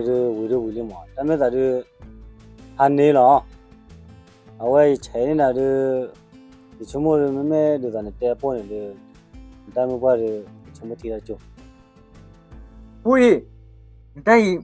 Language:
S'gaw Karen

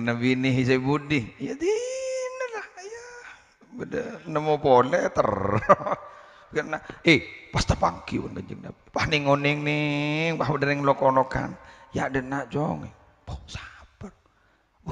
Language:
Madurese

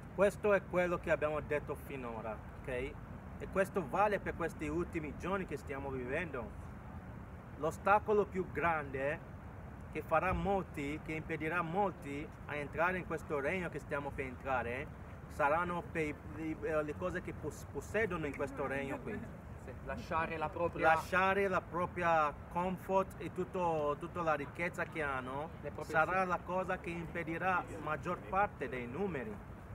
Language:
Italian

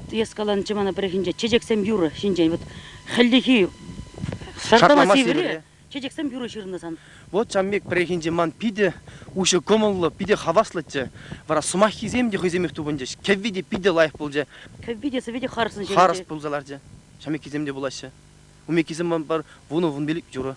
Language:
Chuvash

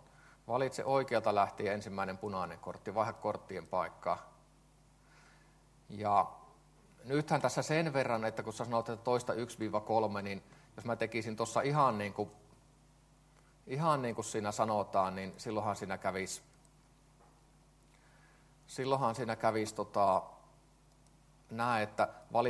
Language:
Finnish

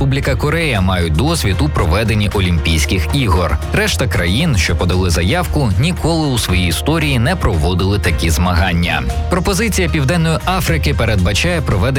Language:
Ukrainian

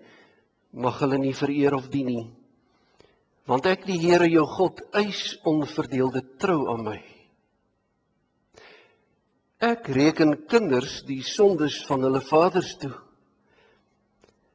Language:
Afrikaans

